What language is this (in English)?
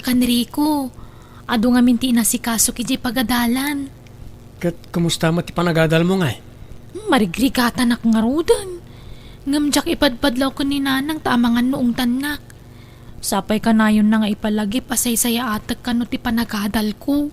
Iloko